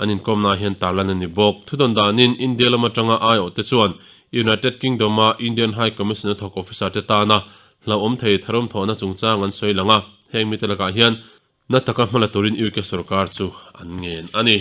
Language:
Mizo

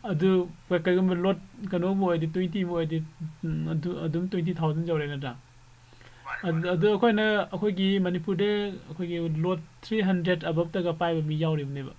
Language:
Manipuri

